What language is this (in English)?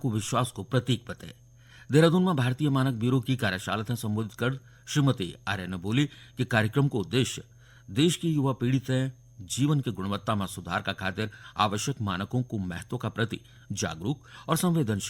Garhwali